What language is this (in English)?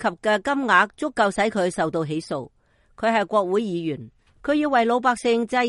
Cantonese